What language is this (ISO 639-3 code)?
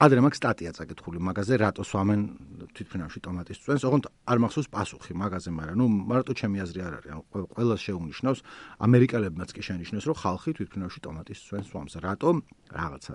kat